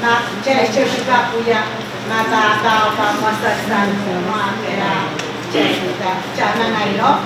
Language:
Pohnpeian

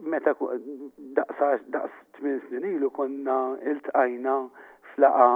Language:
Maltese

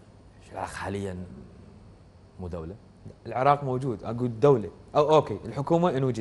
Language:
Mesopotamian Arabic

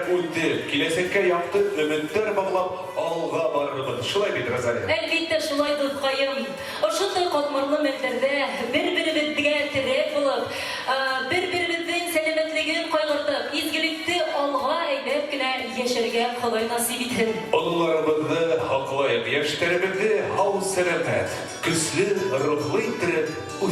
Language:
Bashkir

